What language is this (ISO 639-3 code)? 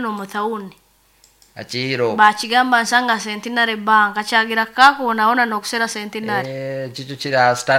nyo